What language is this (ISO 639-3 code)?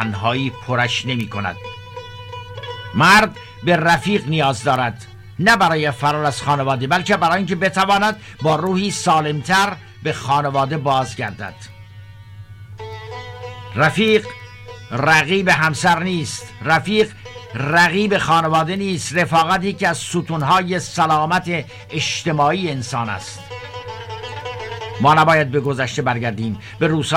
fas